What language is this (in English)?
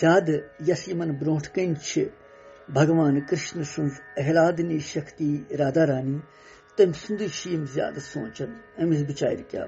Kashmiri